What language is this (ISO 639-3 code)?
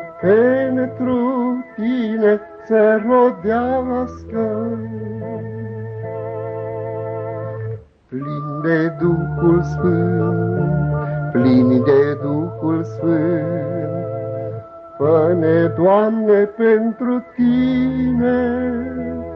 ron